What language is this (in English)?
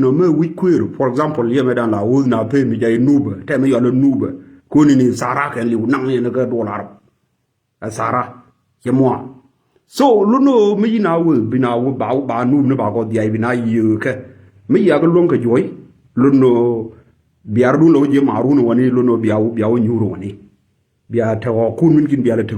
Nuer